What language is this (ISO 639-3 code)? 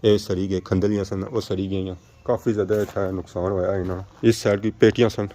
phr